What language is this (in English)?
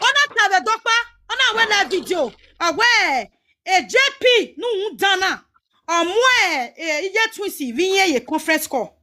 Nigerian Pidgin